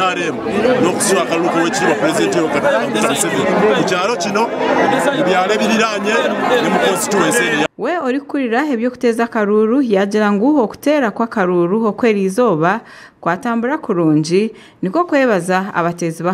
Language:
Nyankole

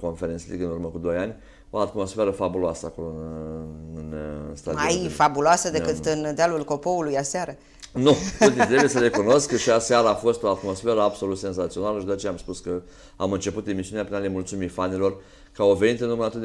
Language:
Romanian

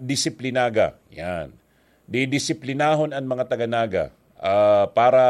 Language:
Bikol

